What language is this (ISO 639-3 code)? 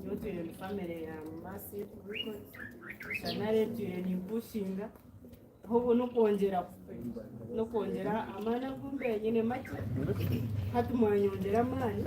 nyn